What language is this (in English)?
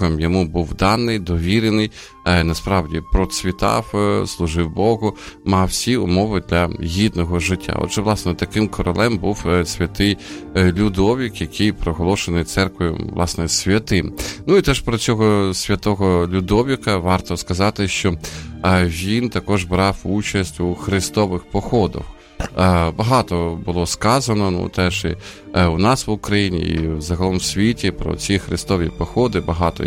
Ukrainian